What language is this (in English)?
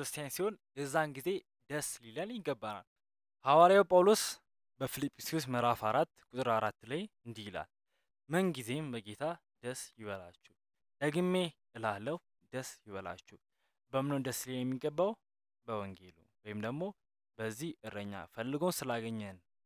Amharic